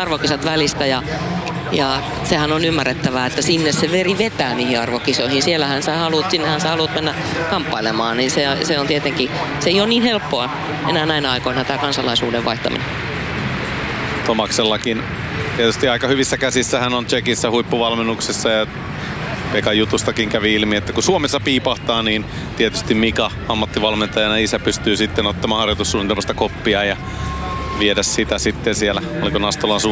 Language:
Finnish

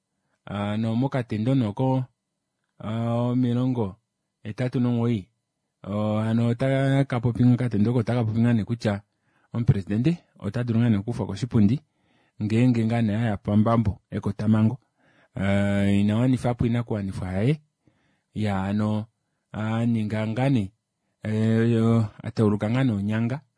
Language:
Kuanyama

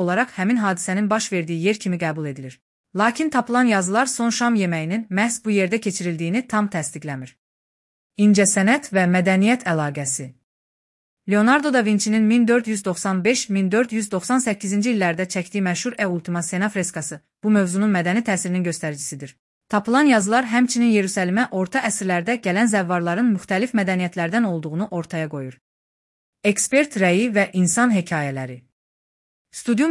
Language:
Azerbaijani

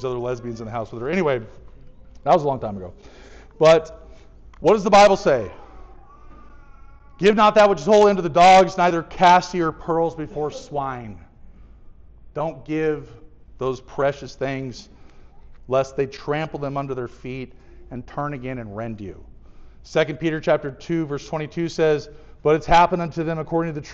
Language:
English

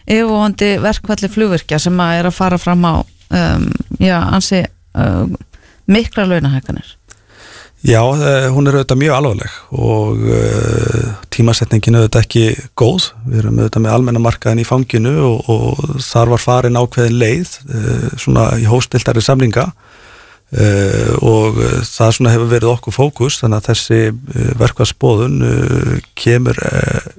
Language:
Icelandic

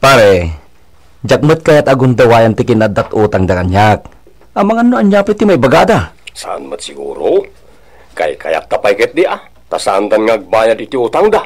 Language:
Iloko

